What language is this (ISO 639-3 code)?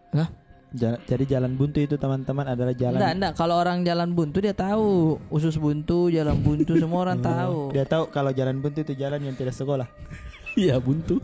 mfp